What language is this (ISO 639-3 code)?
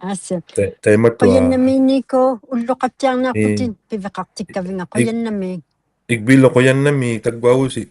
iku